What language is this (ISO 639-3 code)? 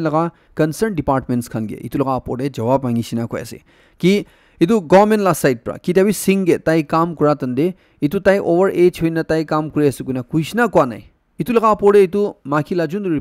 nag